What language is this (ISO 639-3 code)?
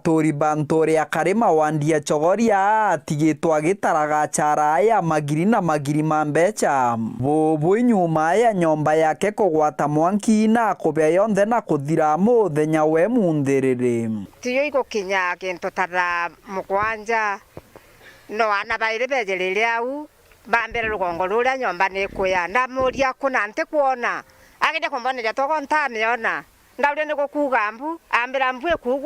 mer